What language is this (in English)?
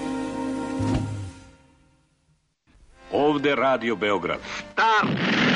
Serbian